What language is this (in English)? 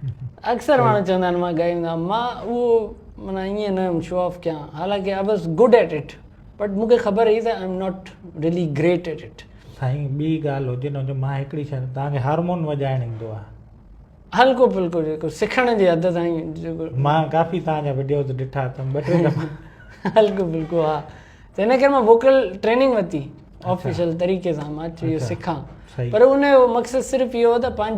Sindhi